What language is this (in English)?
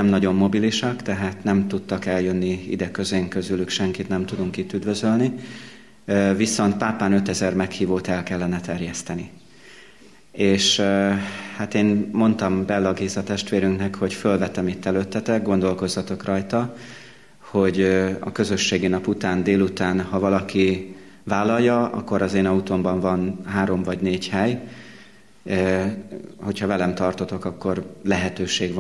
Hungarian